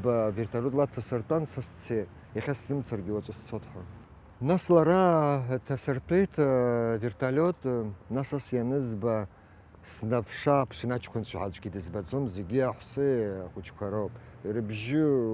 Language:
Abkhazian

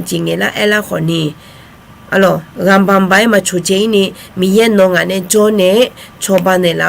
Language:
Akha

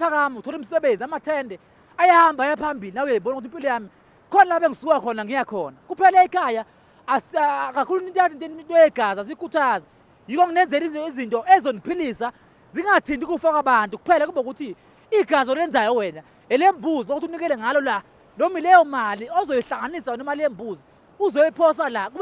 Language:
Zulu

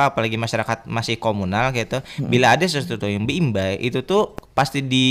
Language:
Banjar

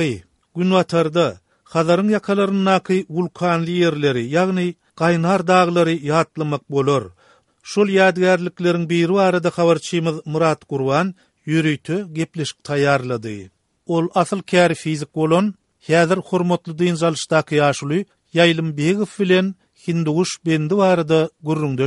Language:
Turkmen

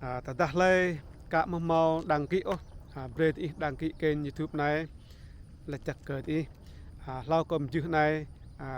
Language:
Rade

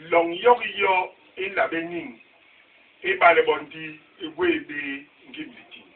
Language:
Basaa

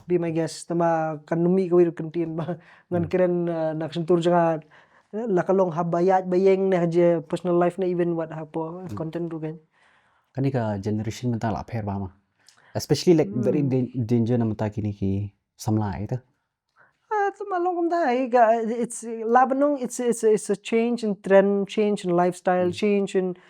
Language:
Khasi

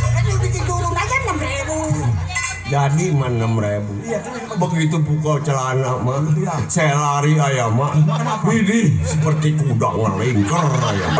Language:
Betawi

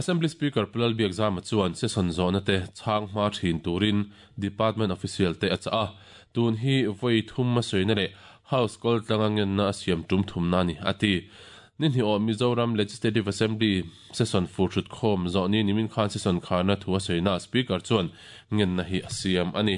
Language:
Mizo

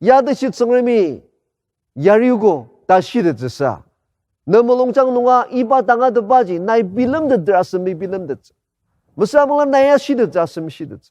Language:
Ao Naga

